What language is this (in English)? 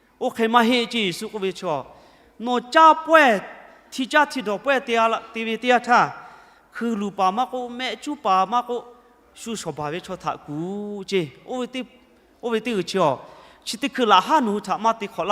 Lahu